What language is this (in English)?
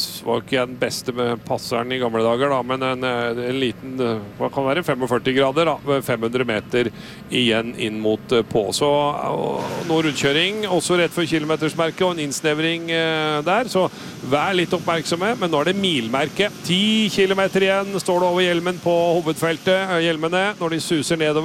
Norwegian